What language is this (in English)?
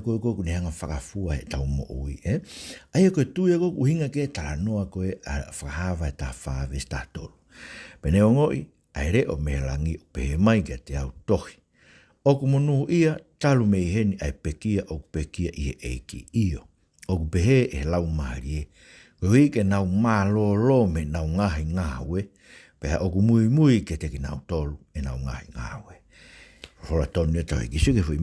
Tongan